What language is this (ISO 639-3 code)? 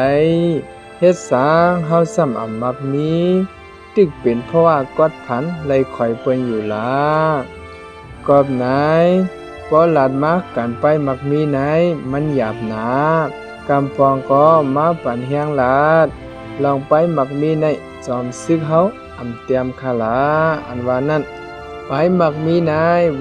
shn